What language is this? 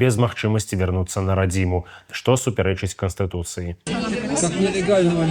Belarusian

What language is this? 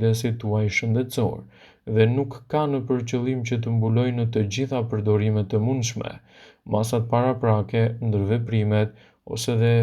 Albanian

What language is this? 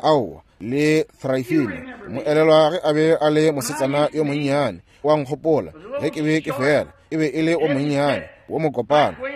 Northern Sotho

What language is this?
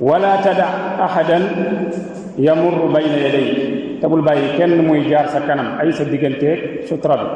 Wolof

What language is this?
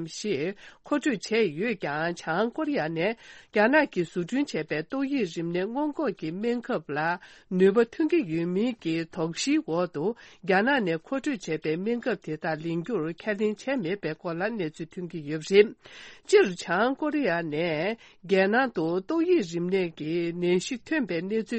Tibetan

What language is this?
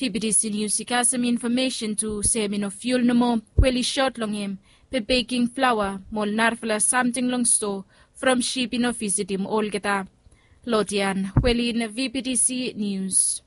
Bislama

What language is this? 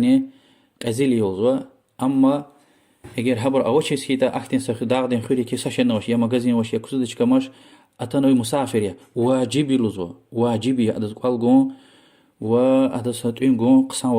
Lezghian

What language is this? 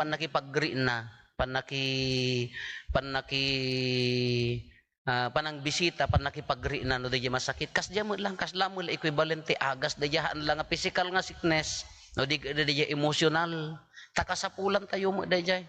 Iloko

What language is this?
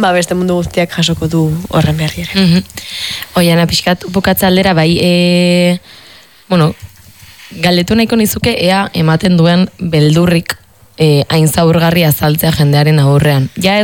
Basque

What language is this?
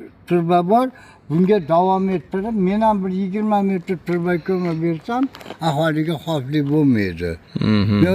Uzbek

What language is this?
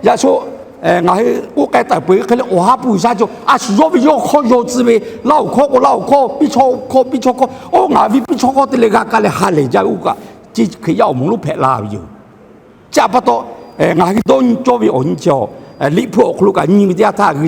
Lahu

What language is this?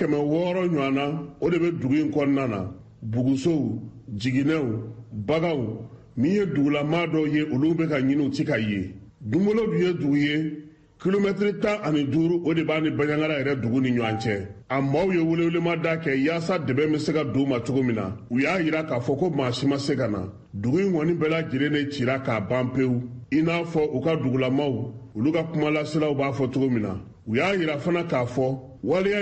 Bambara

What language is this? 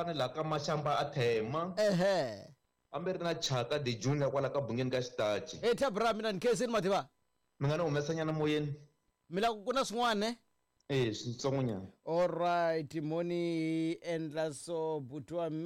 Tsonga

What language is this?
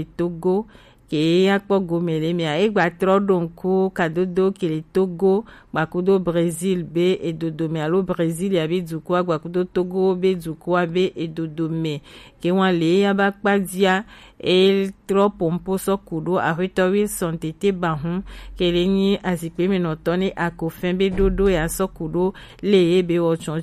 Gen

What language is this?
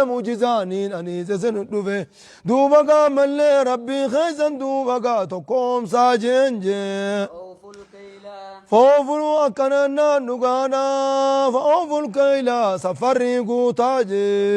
Oromo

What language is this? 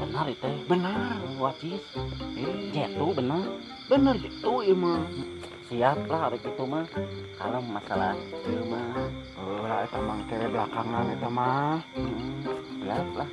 Sundanese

